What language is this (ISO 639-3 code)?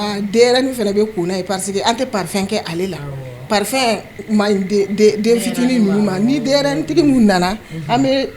bam